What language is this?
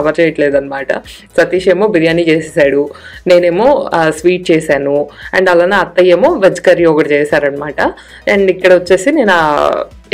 Telugu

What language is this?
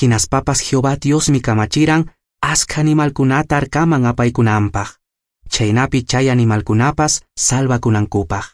Quechua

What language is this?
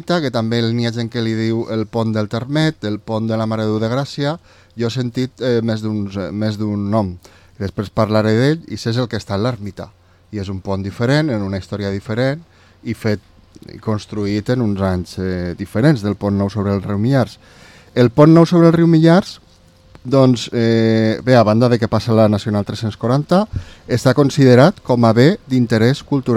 Catalan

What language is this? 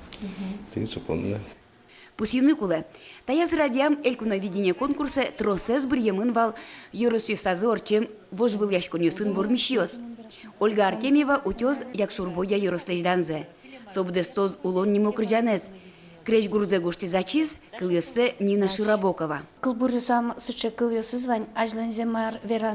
Udmurt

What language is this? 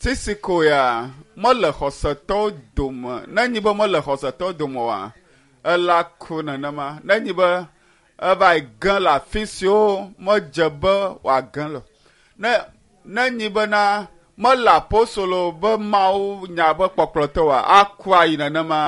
Ewe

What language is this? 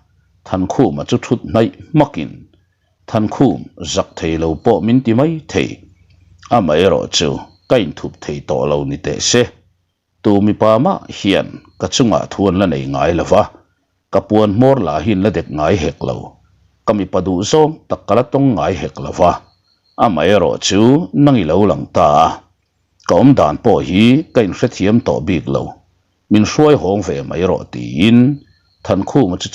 Mizo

